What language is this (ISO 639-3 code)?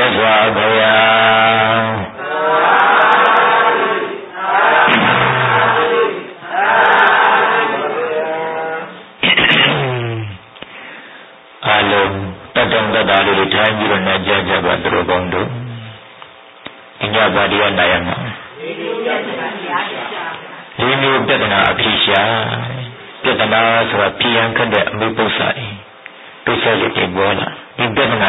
mya